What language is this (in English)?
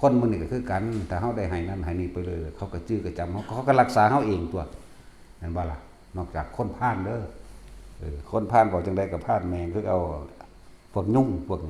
Northeastern Thai